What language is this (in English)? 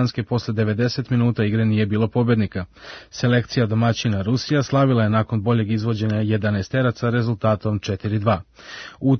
Serbian